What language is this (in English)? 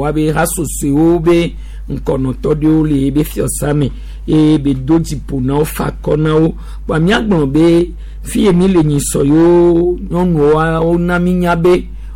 Gen